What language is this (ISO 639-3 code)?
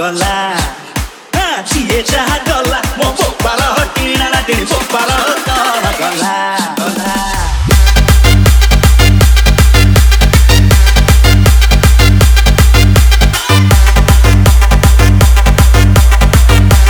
ori